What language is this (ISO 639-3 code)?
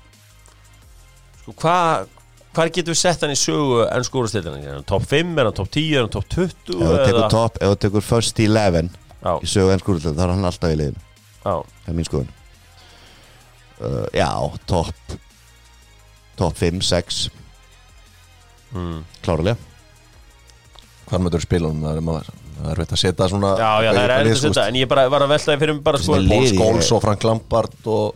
isl